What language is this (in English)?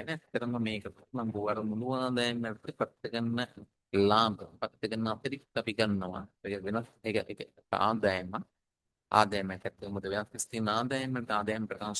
Sinhala